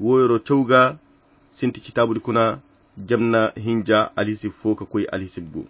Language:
Koyra Chiini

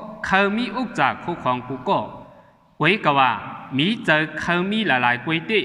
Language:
Shan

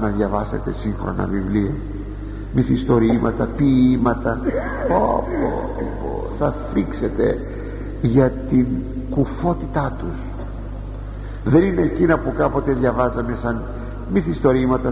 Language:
Greek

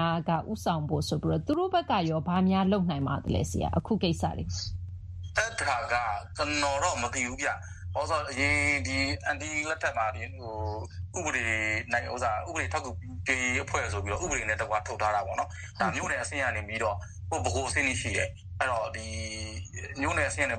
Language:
Burmese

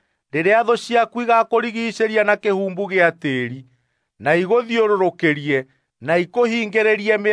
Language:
Kikuyu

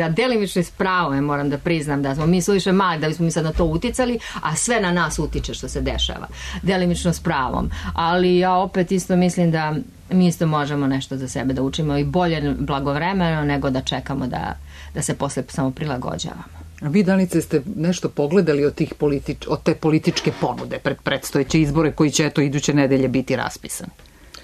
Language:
Serbian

